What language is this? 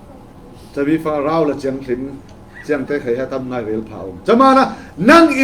Falam Chin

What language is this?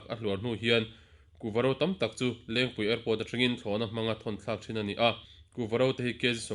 Mizo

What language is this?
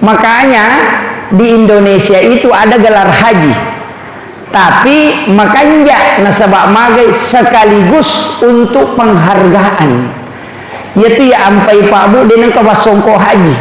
Buginese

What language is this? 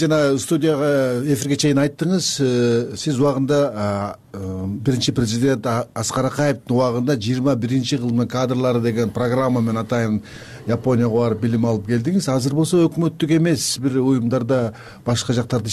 Kyrgyz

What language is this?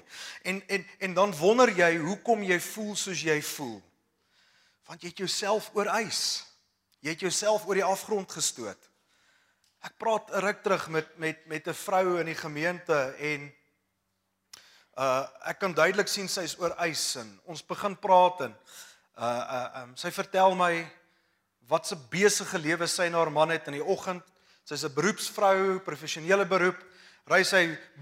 Afrikaans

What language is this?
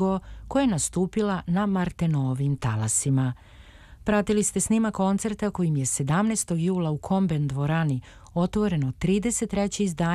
Serbian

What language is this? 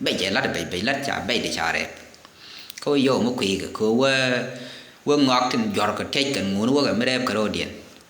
Nuer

